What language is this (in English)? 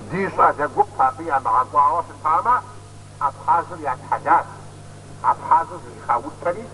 Kabardian